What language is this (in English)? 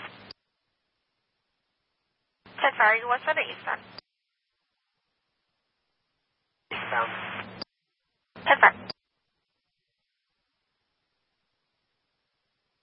English